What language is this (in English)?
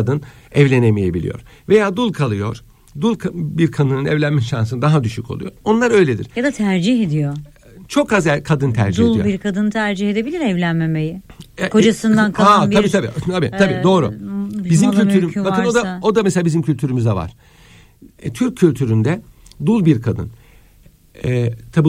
Turkish